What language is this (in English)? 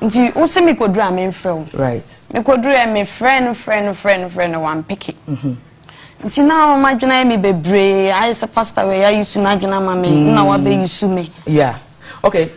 Akan